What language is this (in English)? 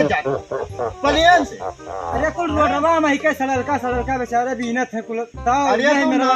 Awadhi